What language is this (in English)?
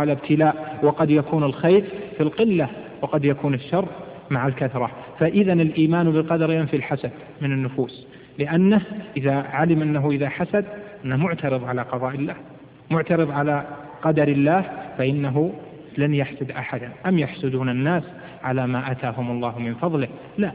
Arabic